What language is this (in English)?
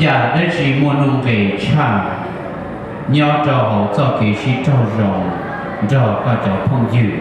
Hmong